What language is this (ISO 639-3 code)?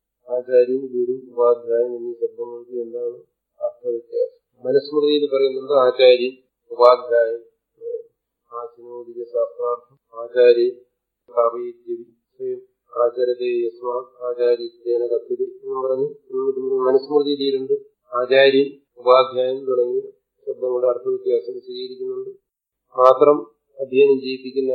mal